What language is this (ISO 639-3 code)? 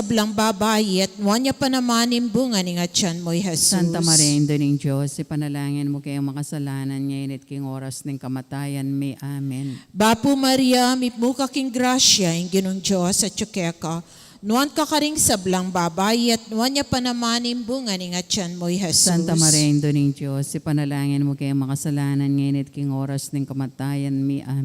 pam